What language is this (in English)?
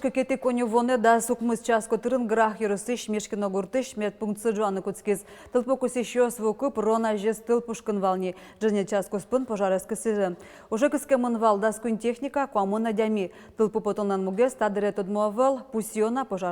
Udmurt